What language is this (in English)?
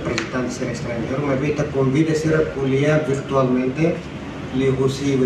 Tetum